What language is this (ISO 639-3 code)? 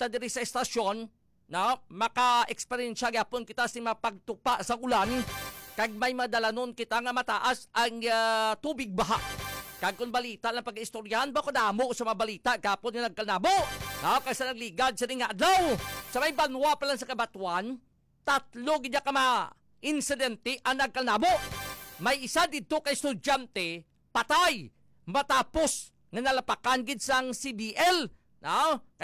hil